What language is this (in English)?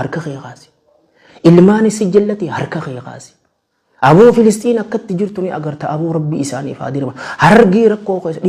Oromo